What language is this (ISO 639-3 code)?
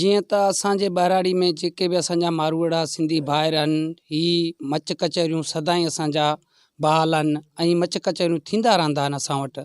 snd